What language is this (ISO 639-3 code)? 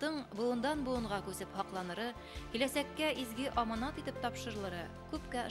bak